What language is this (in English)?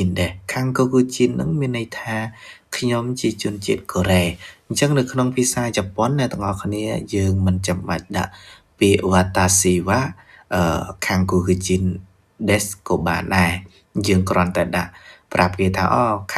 Khmer